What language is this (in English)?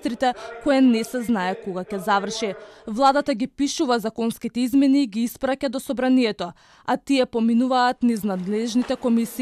Macedonian